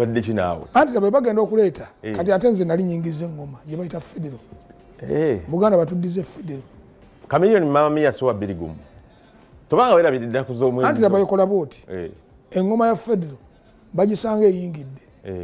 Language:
Ganda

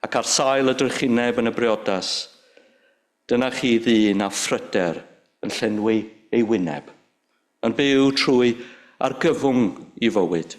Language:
Welsh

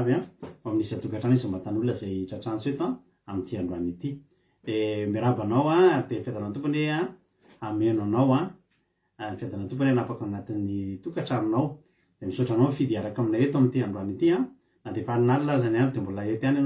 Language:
Malagasy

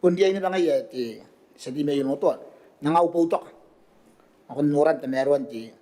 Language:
Gilbertese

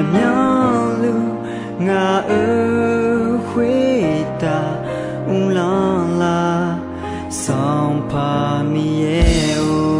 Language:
Akha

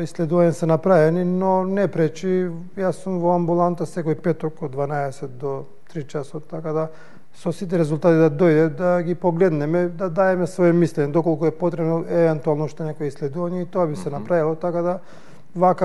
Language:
Macedonian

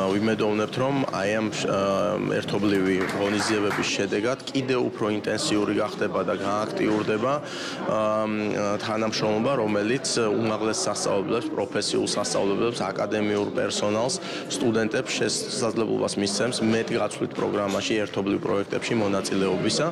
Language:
Georgian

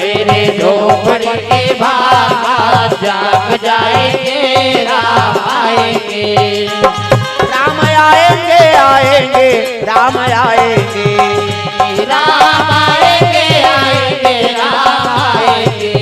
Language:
Chhattisgarhi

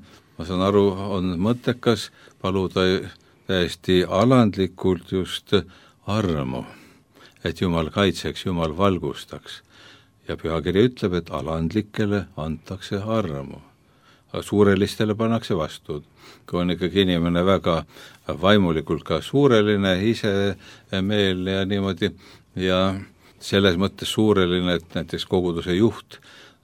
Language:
Estonian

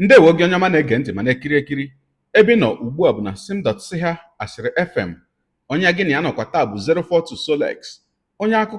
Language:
Igbo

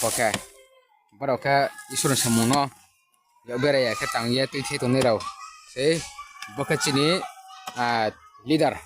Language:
Riang (India)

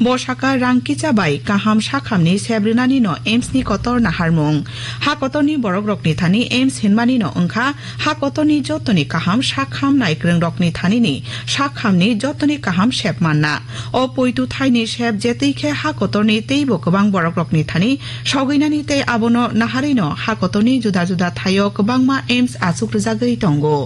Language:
Kok Borok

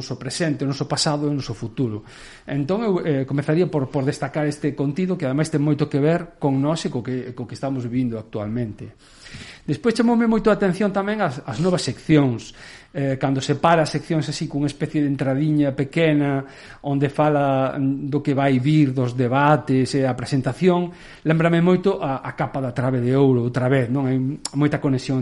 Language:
Galician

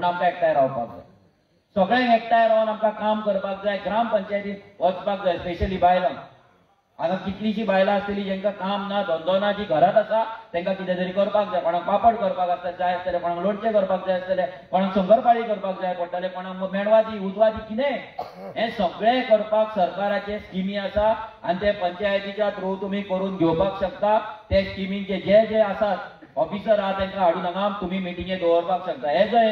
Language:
Konkani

